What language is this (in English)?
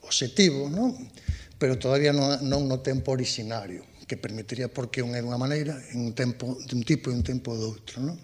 Galician